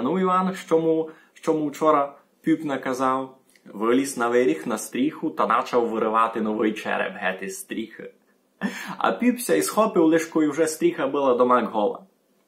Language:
Rusyn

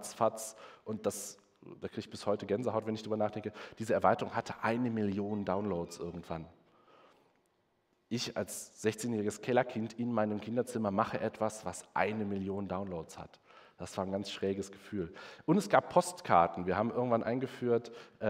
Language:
German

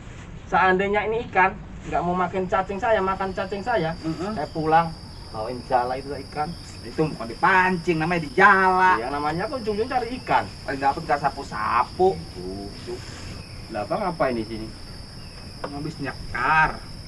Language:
Betawi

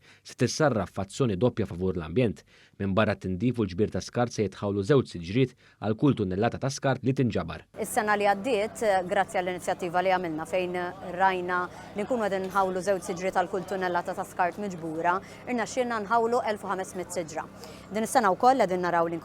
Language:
Maltese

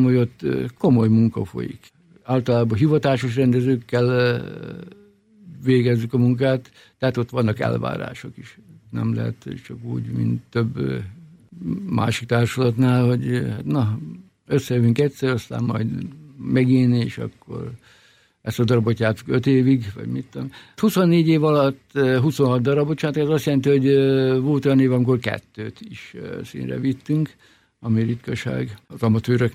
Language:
Hungarian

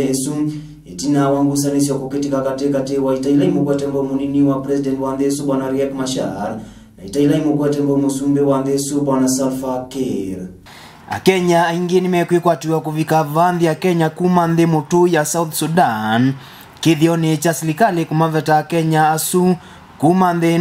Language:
Kamba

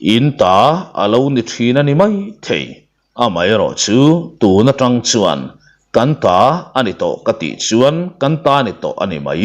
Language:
Mizo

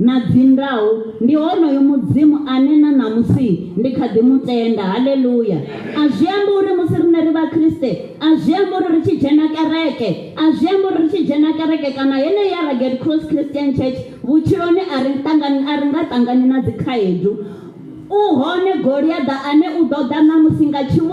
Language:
Venda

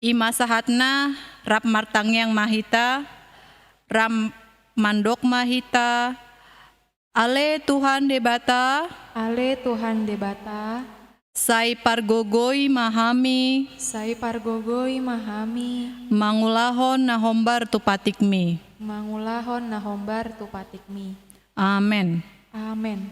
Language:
Batak Toba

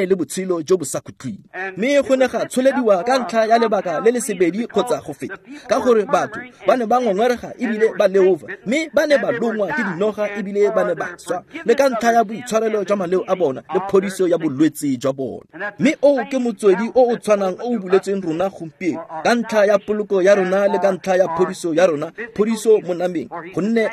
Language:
Tswana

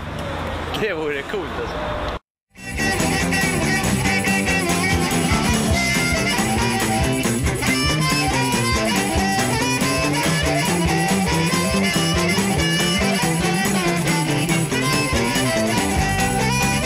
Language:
Swedish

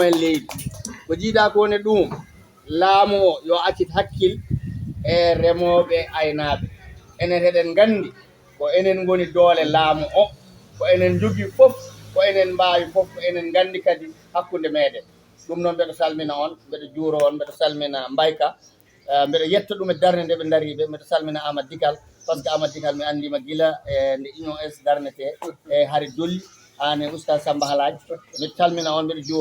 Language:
Fula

